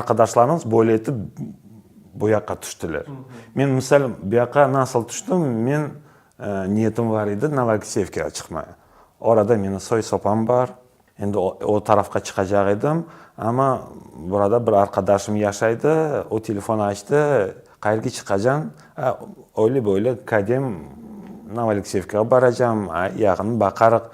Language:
Crimean Tatar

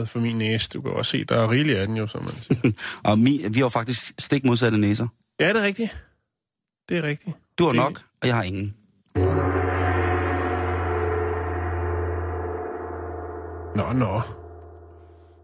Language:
Danish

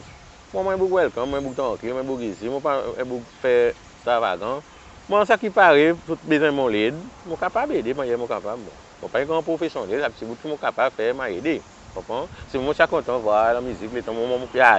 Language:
Seselwa Creole French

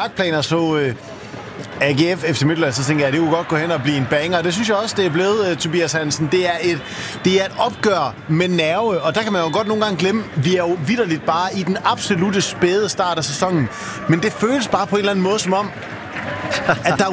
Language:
Danish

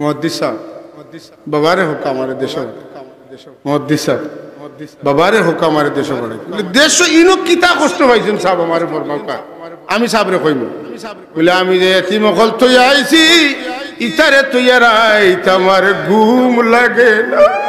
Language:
Sylheti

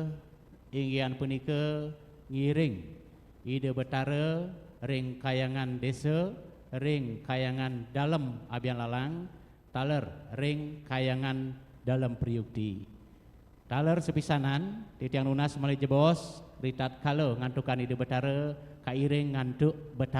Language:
Balinese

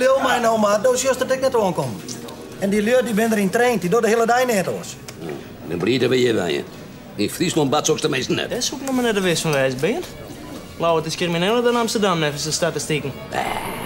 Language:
Western Frisian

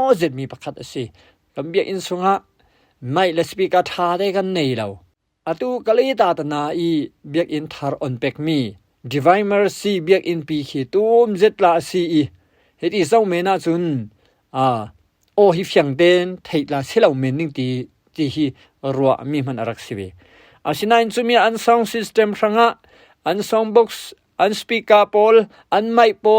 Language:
Falam Chin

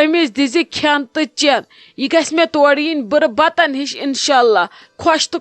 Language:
Kashmiri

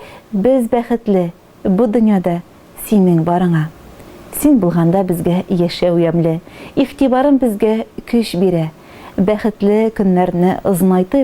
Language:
Tatar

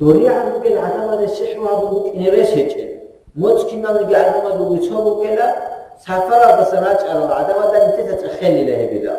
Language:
Avaric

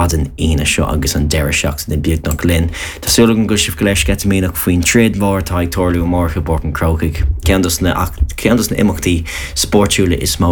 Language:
Irish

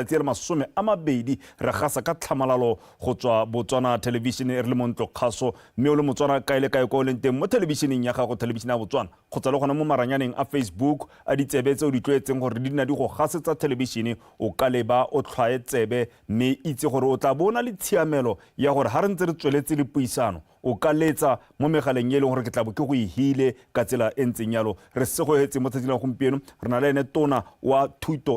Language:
Tswana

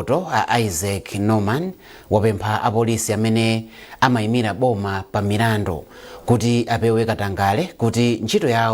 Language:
Nyanja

